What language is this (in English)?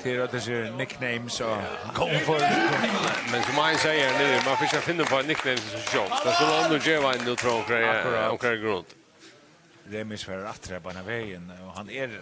Faroese